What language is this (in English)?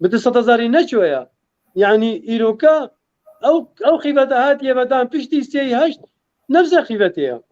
Kurdish